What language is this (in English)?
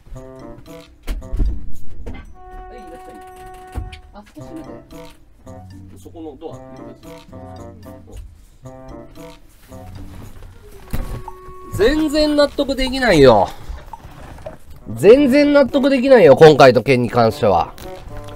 Japanese